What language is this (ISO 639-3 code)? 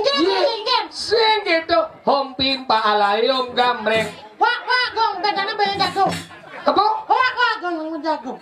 ban